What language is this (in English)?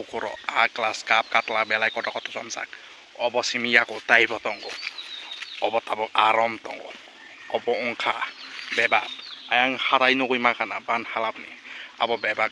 Kok Borok